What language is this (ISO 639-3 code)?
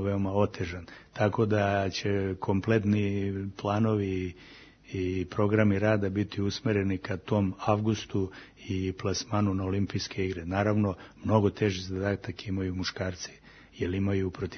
srp